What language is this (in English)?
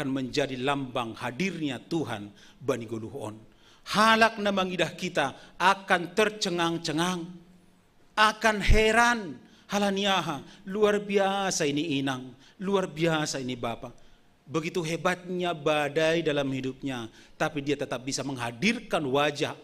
Batak Simalungun